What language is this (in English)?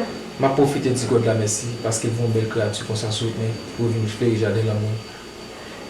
Haitian Creole